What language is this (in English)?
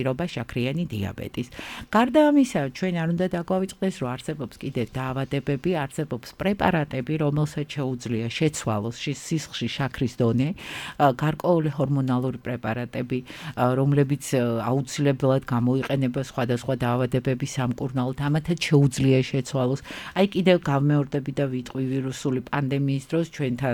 Georgian